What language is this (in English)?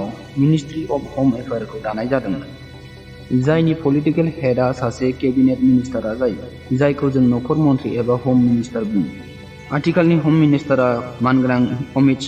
Bodo